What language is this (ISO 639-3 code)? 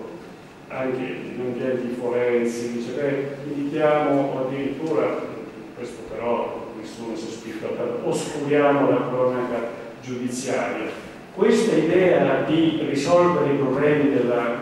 ita